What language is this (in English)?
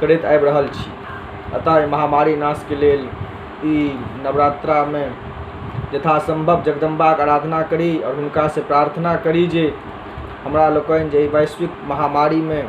Maithili